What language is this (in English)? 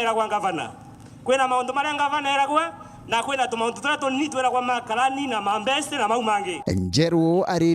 Meru